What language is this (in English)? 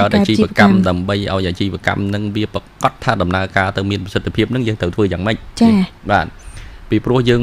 Khmer